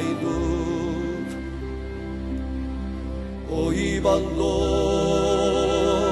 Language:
Basque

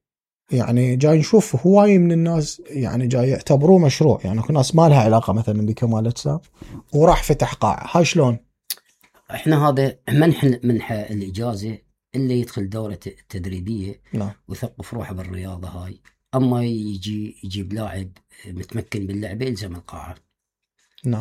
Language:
Mesopotamian Arabic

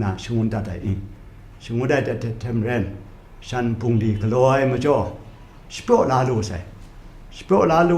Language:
Kachin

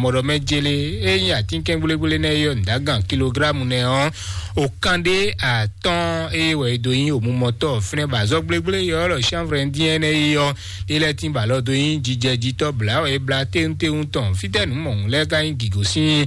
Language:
Fon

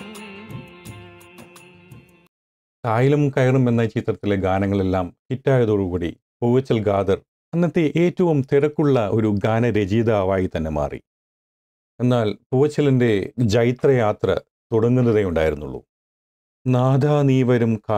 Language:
Malayalam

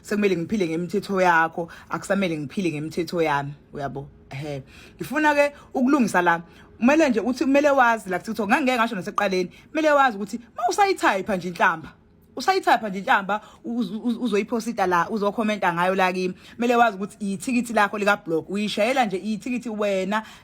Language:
Zulu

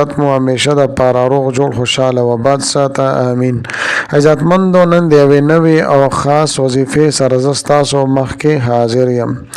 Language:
Pashto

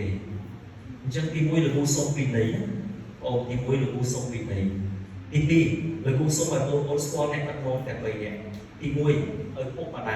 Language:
Khmer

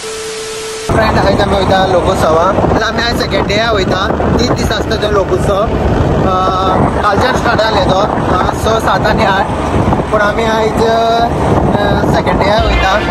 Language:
Konkani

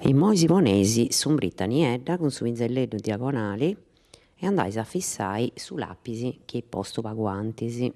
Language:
Sardinian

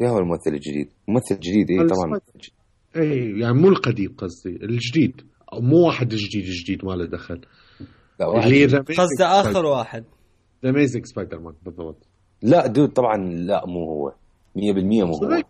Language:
Mesopotamian Arabic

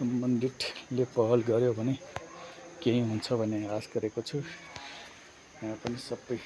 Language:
Nepali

